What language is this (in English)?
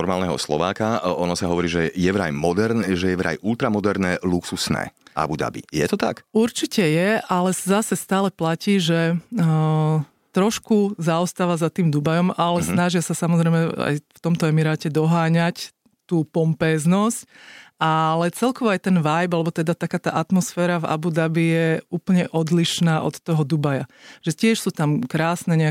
Slovak